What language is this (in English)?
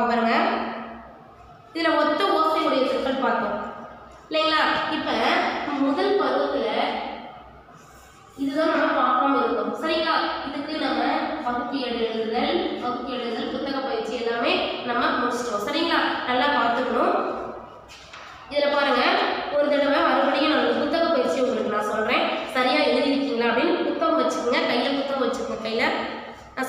Tamil